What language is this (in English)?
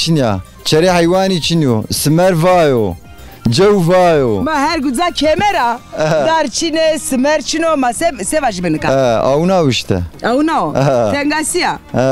Zaza